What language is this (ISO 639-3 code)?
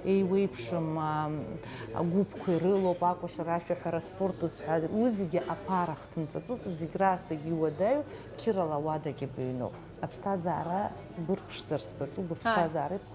abk